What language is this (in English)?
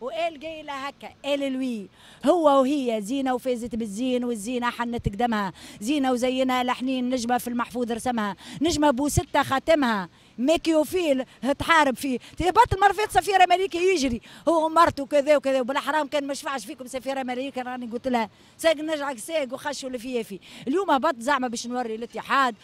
Tunisian Arabic